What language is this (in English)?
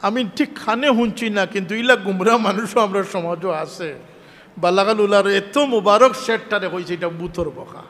Sylheti